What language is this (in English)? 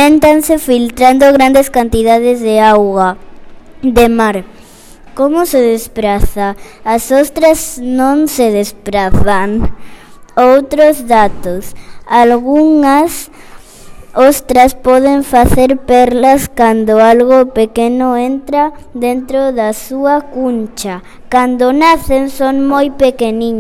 Galician